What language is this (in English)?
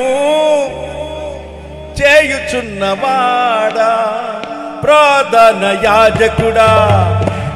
Telugu